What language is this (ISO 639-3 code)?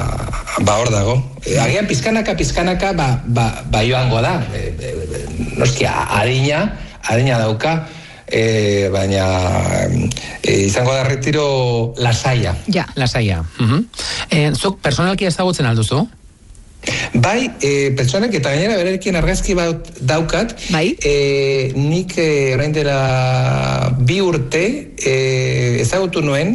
eus